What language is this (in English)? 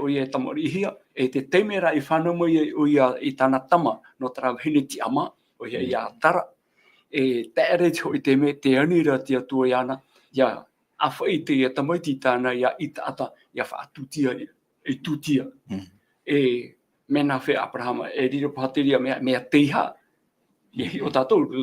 Tahitian